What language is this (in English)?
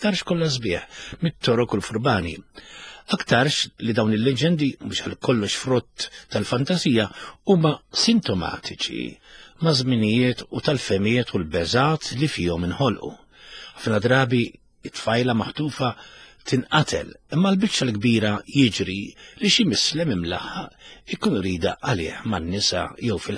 Maltese